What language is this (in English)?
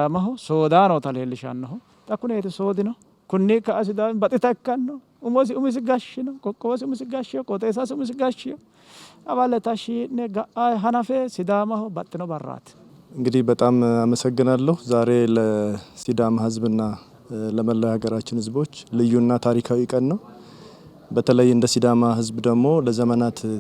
Sidamo